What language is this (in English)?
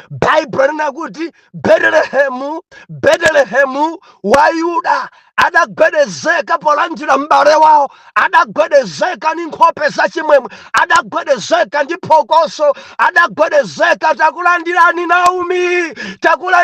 Nyanja